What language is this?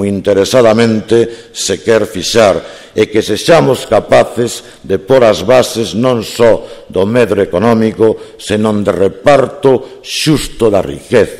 Galician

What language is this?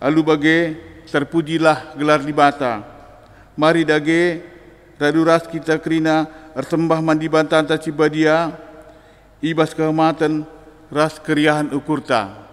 Batak Karo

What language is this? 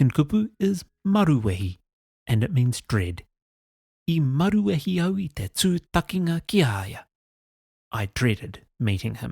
Māori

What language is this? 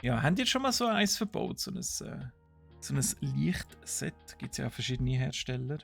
Swiss German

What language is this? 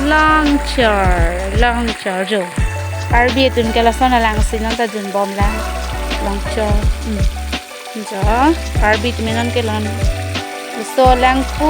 Karbi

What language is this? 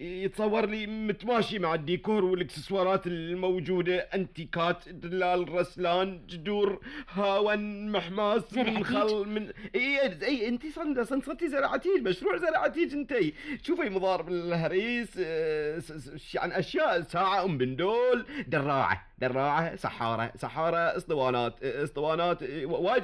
Gulf Arabic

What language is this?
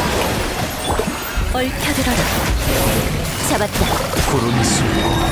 Korean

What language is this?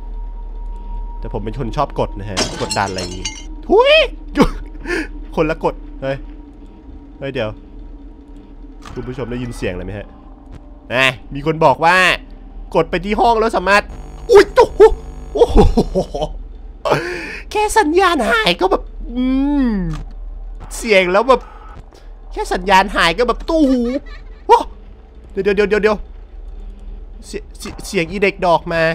Thai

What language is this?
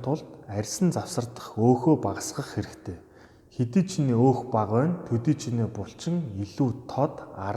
Mongolian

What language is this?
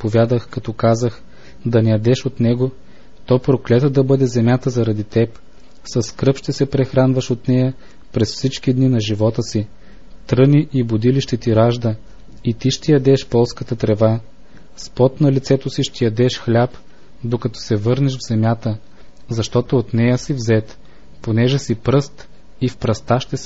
Bulgarian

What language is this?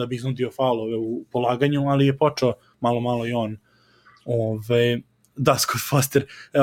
Serbian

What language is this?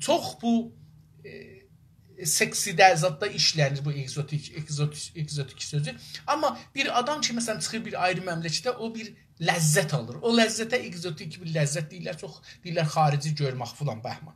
South Azerbaijani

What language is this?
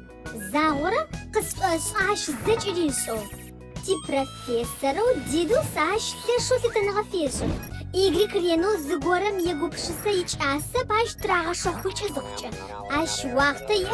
Adyghe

